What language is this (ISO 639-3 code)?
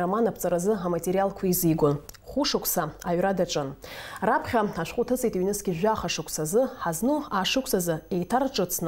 abk